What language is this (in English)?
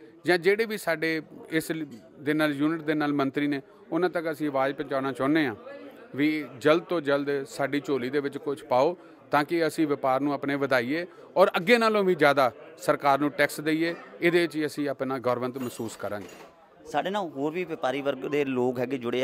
Punjabi